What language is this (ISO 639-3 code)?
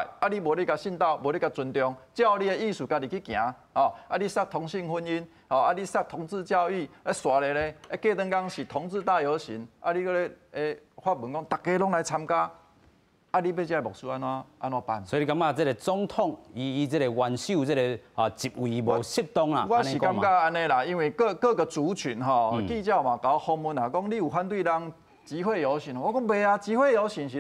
nan